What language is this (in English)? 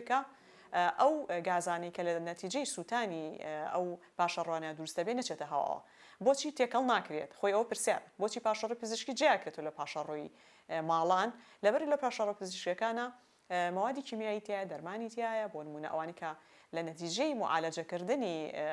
Central Kurdish